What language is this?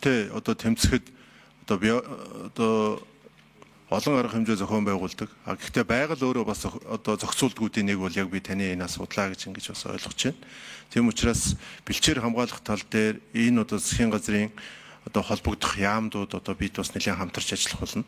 Mongolian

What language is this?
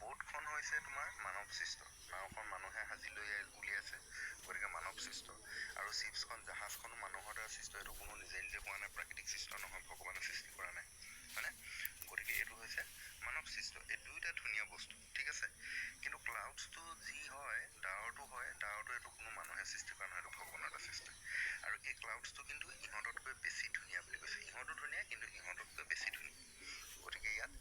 Assamese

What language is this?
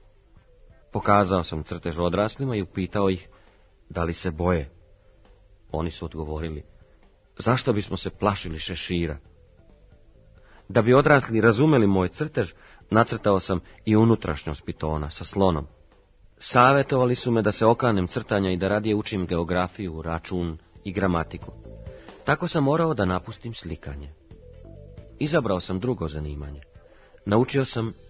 Serbian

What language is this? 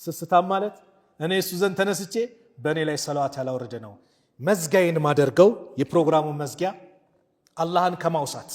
Amharic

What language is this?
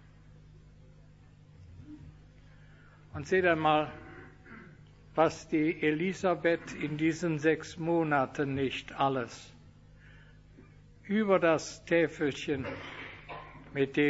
German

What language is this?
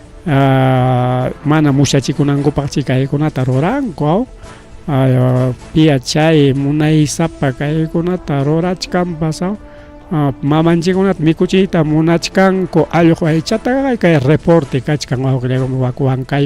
Ayacucho Quechua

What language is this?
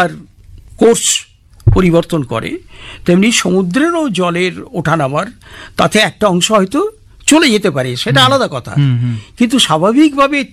Bangla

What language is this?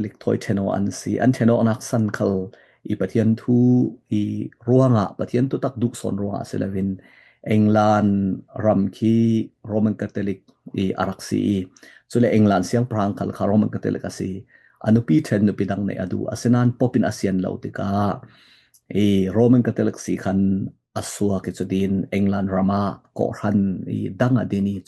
Falam Chin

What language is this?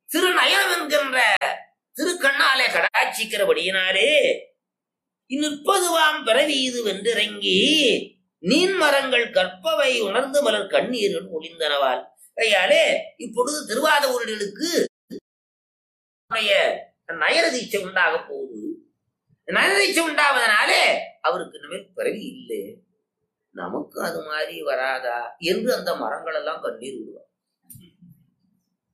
Tamil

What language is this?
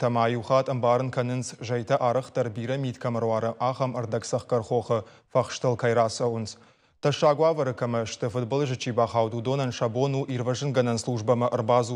Ossetic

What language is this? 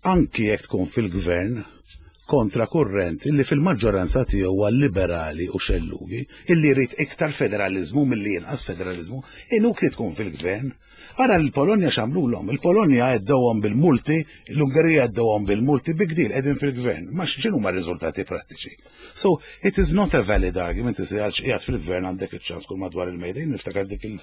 Maltese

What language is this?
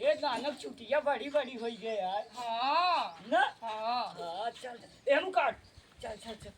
Awadhi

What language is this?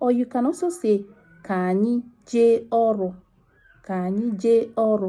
Igbo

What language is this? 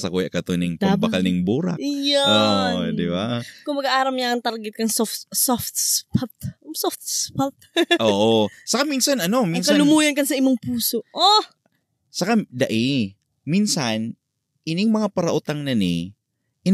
Bikol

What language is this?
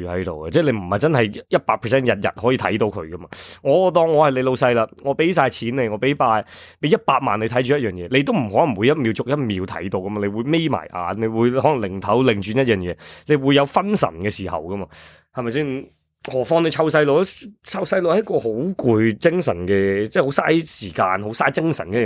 Cantonese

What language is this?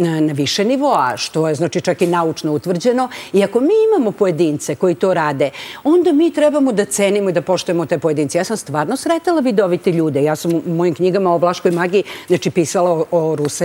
Serbian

